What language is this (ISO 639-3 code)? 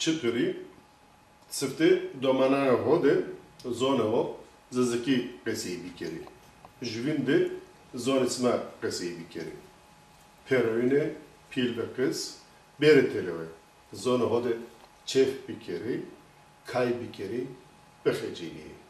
zza